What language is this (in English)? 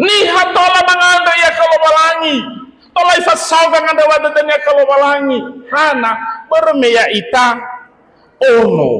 Nias